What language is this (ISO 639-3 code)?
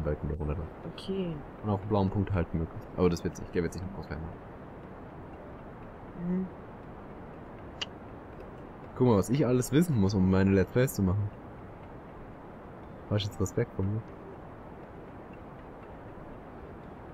deu